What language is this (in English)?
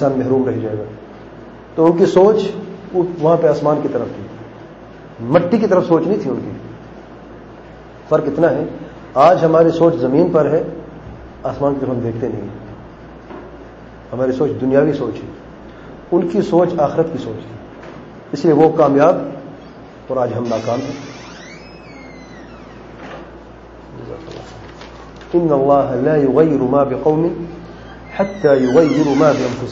Urdu